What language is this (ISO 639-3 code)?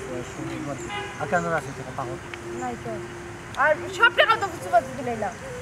syl